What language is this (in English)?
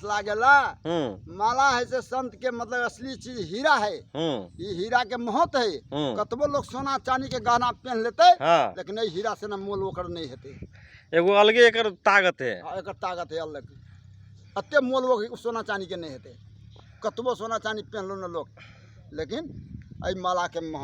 Magahi